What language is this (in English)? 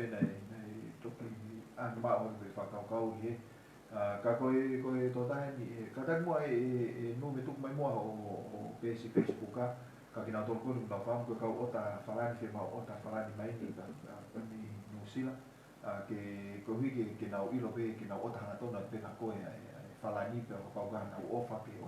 Tongan